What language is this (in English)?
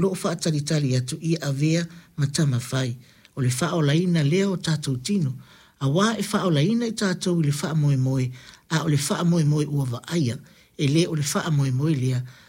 Samoan